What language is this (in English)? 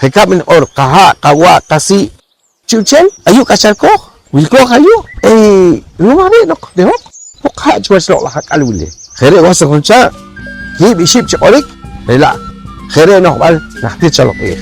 Poqomchi'